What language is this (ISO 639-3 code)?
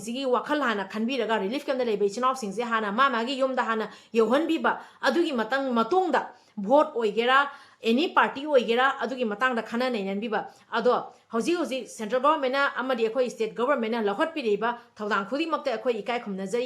mni